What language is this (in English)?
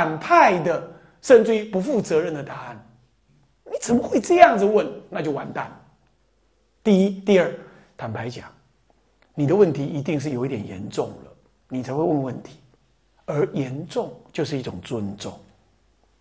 Chinese